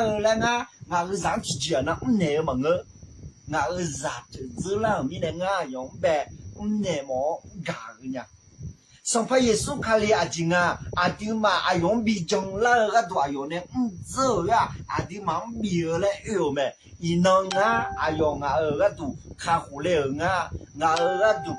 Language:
Akha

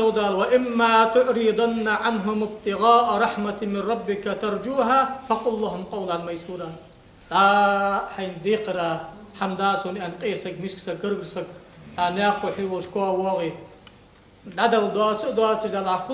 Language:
Ingush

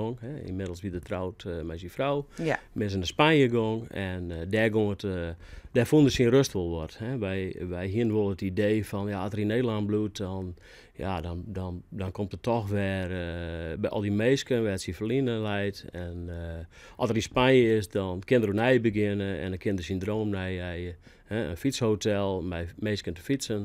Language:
Western Frisian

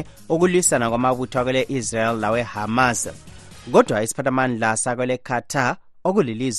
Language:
North Ndebele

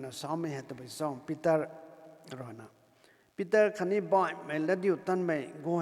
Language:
Rongmei Naga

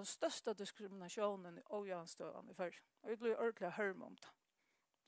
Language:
Faroese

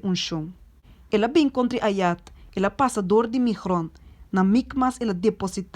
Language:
Papiamento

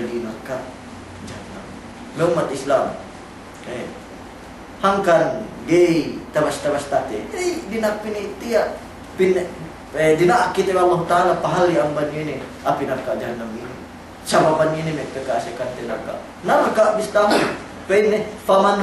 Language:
Yakan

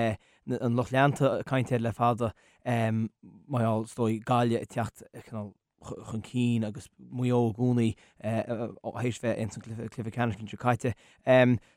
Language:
Irish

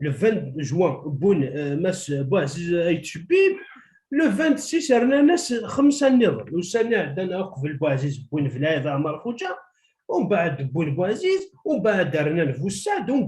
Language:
Kabyle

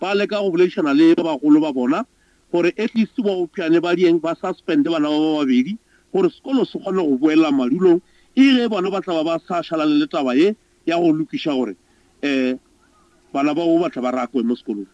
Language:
Northern Sotho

